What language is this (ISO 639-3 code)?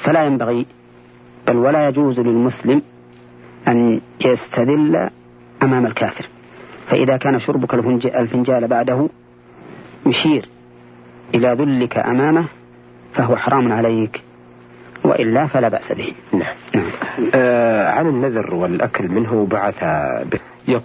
ara